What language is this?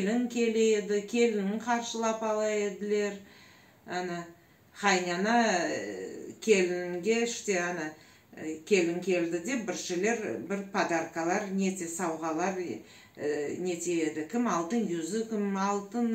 Crimean Tatar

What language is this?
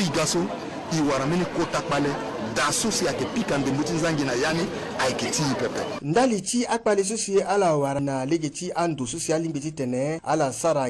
Sango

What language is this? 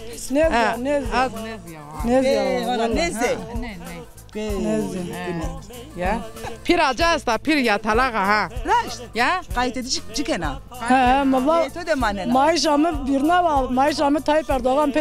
Zaza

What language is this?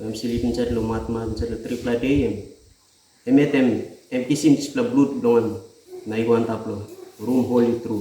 Tok Pisin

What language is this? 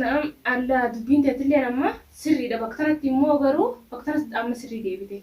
Oromo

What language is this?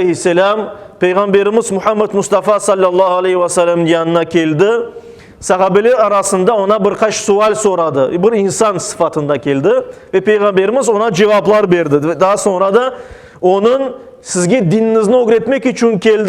Crimean Tatar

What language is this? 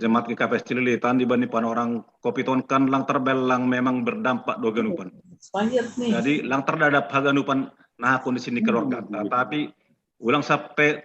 Batak Simalungun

